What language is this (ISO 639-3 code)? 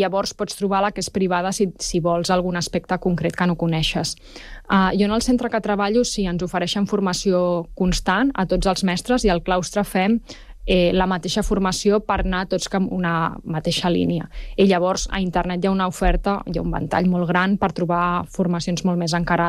cat